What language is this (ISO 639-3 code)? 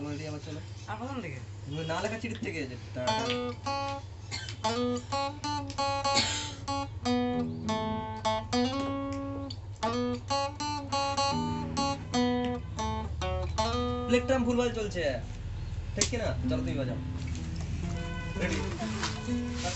ben